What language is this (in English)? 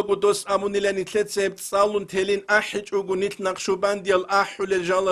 Avaric